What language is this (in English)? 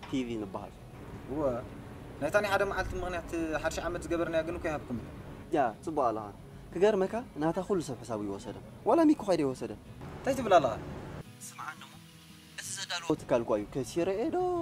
Tigrinya